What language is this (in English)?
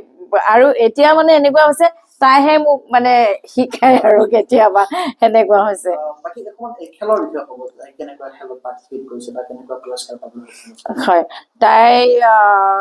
Assamese